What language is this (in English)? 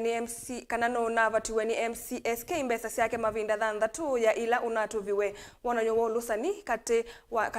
Kamba